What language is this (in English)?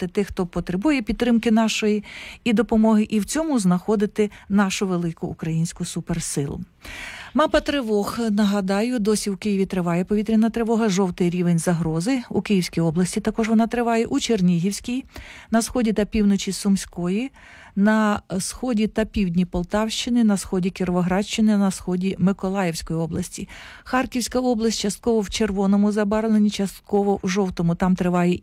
Ukrainian